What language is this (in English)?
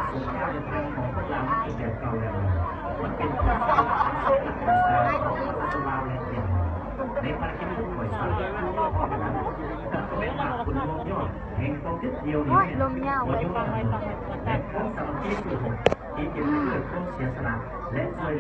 Lao